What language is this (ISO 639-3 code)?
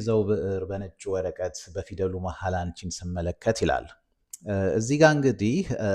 amh